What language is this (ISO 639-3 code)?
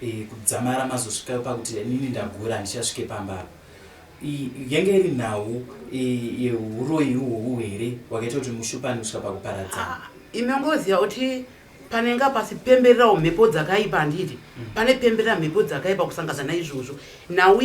sna